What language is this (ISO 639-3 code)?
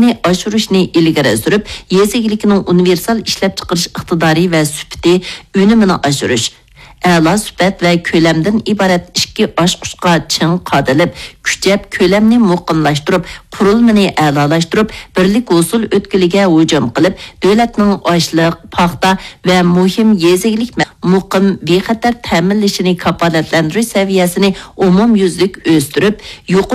uig